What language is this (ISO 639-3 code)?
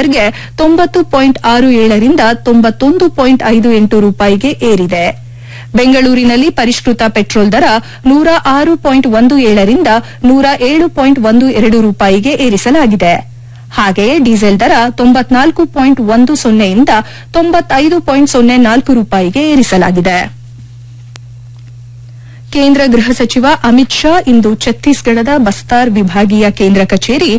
kan